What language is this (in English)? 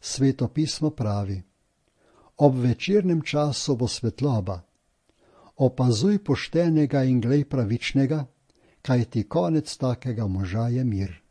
Slovenian